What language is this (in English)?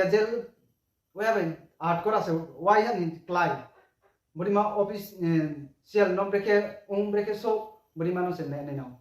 Riang (India)